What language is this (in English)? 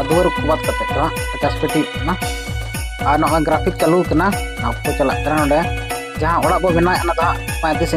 Santali